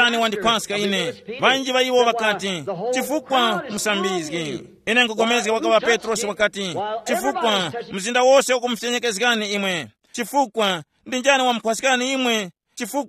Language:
Tumbuka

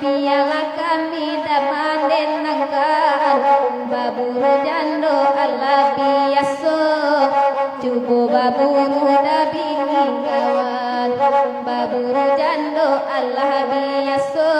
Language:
Minangkabau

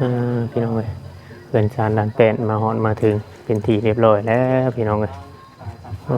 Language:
Northeastern Thai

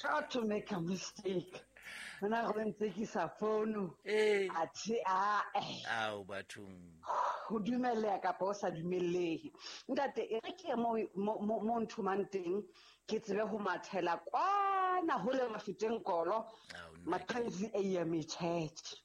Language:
Southern Sotho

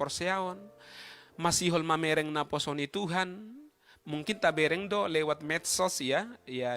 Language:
Batak Toba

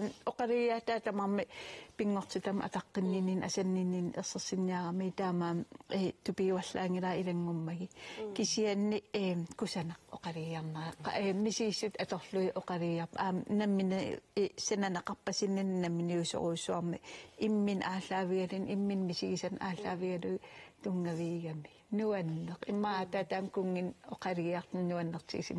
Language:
Kalaallisut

